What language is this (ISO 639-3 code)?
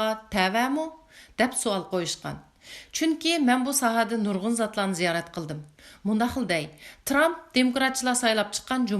uig